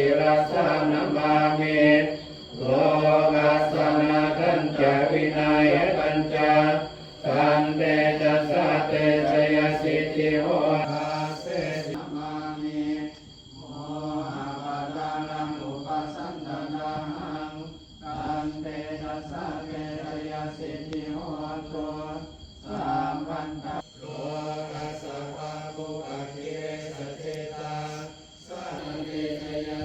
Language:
Pali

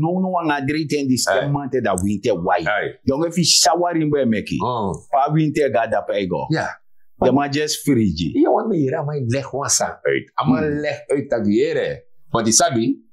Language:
Sranan Tongo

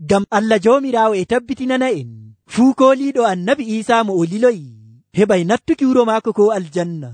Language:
Nigerian Fulfulde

